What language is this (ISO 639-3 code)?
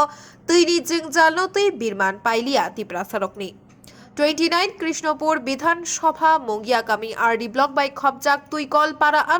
trp